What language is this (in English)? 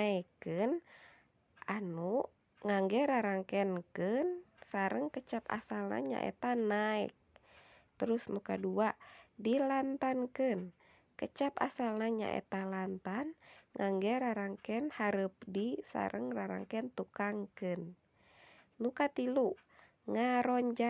Sundanese